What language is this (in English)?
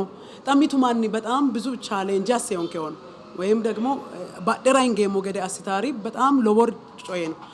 Sidamo